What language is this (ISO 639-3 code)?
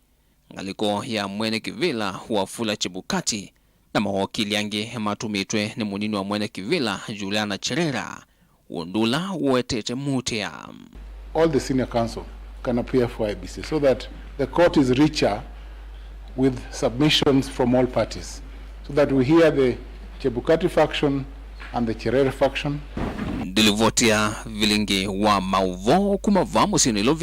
kam